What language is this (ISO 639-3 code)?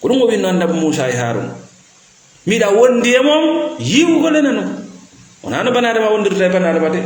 ful